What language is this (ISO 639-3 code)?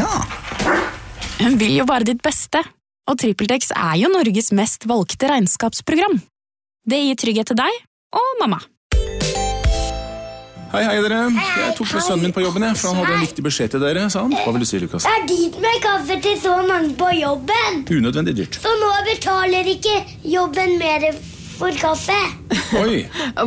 nor